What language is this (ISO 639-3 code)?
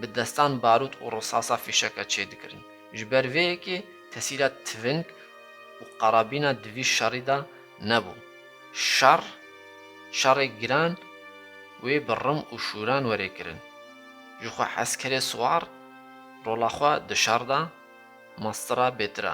kur